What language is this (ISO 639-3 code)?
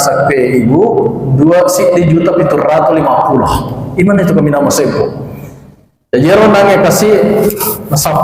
bug